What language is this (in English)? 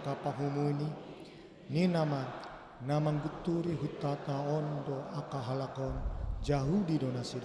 Batak Toba